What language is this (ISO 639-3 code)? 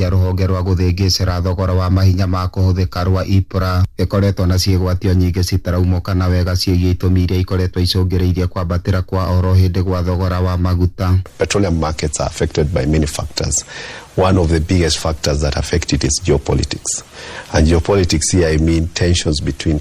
kik